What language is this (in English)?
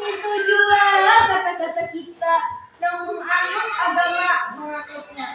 Banjar